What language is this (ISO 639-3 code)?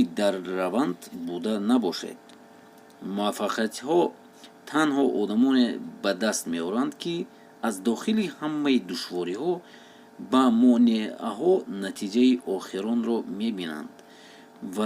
tgk